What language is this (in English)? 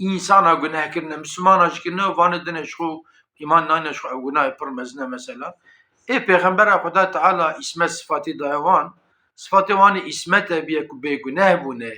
Kurdish